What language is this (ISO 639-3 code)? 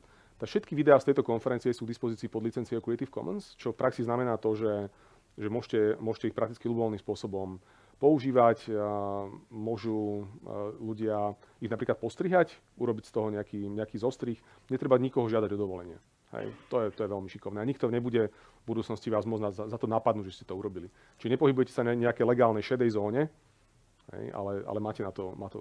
slk